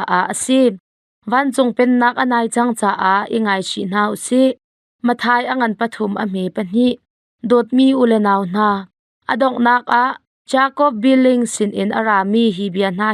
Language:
Hakha Chin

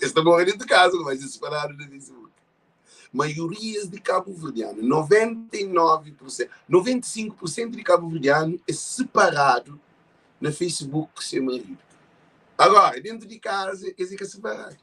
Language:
Kabuverdianu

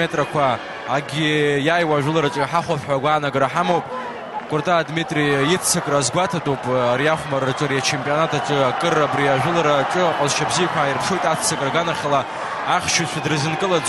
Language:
Abkhazian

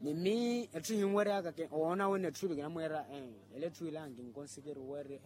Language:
Makhuwa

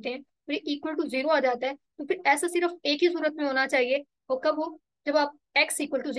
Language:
Hindi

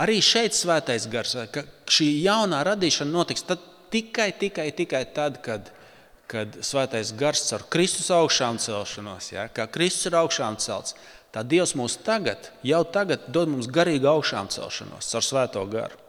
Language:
Latvian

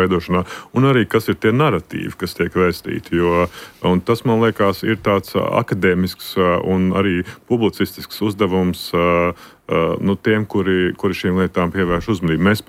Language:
Latvian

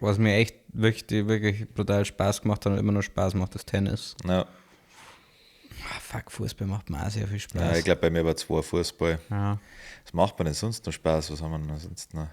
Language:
Bavarian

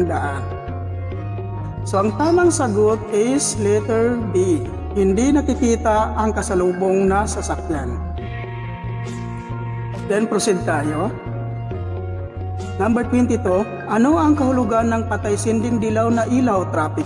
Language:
Filipino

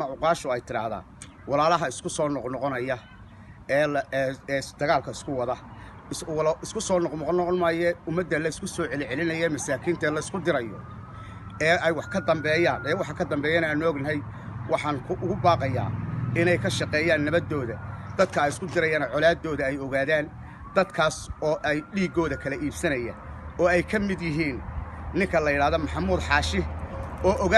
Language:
Somali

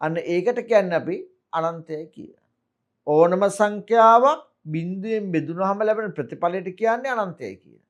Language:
Sinhala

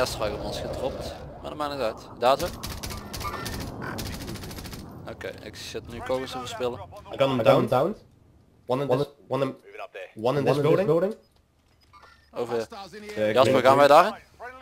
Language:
Dutch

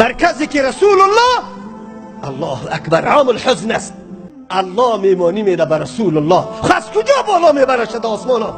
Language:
Tajik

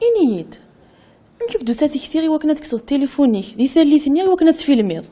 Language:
Kabyle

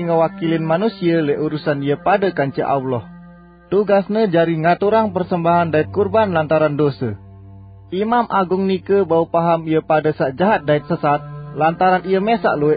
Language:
Sasak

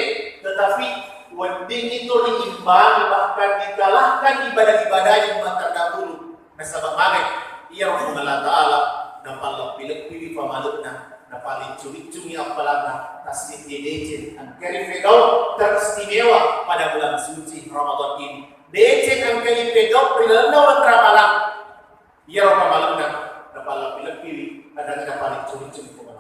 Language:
Buginese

